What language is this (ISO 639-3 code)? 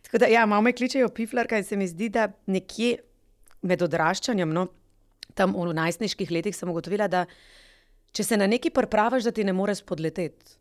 slv